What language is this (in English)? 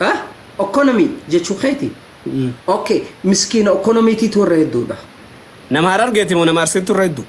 Oromo